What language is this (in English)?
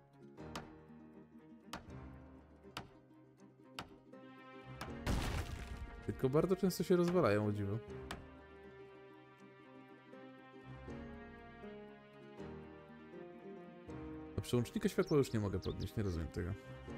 Polish